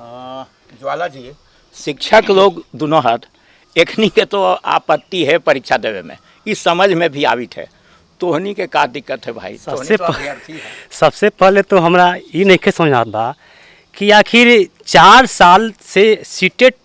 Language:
Magahi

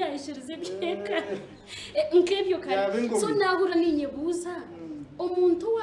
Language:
Nyankole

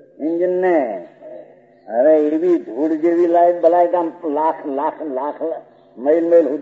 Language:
Gujarati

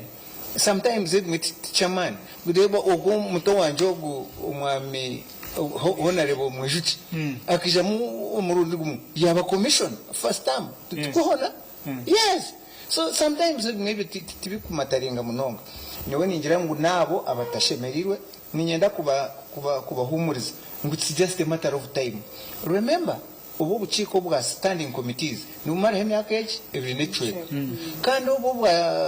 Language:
Nyankole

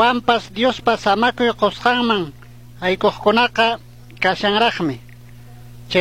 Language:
Chimborazo Highland Quichua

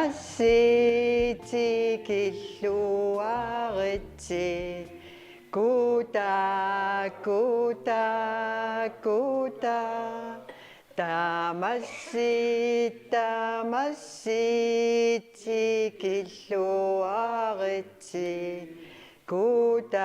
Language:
Kalaallisut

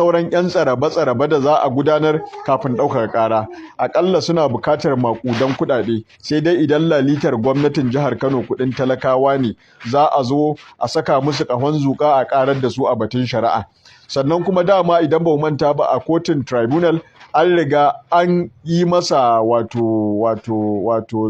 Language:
Hausa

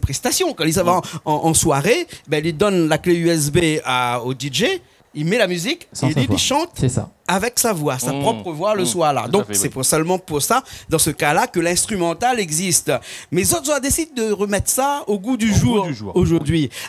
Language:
Réunion Creole French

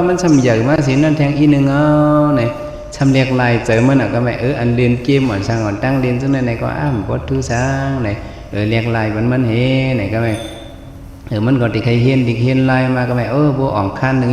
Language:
Shan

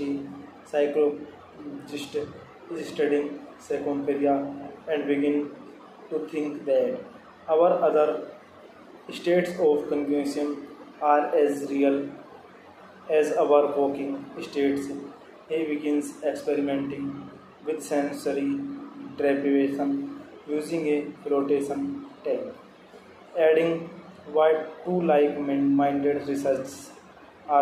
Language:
English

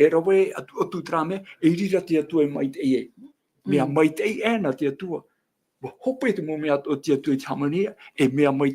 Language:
Tahitian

